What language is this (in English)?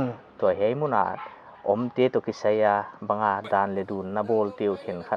Paite Chin